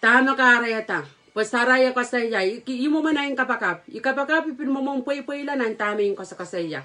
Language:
Pohnpeian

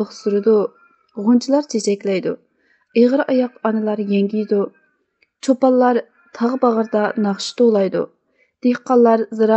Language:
Uyghur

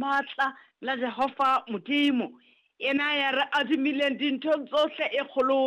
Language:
Southern Sotho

